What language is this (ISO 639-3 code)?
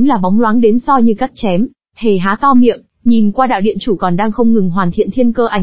vie